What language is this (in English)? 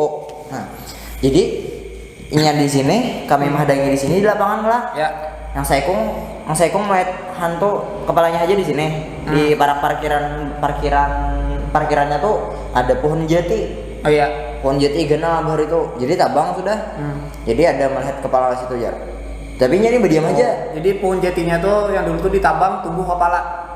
Banjar